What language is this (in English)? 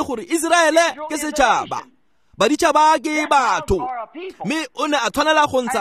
Tswana